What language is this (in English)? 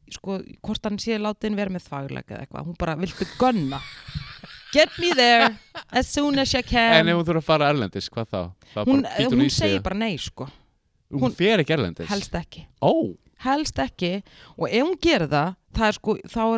Icelandic